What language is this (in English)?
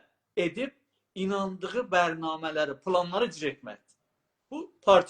South Azerbaijani